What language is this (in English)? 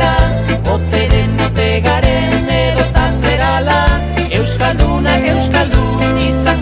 Basque